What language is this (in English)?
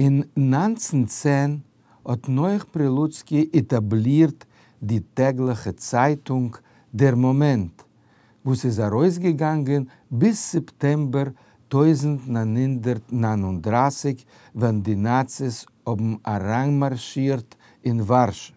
Yiddish